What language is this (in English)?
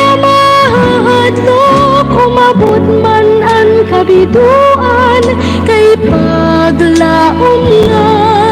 Waray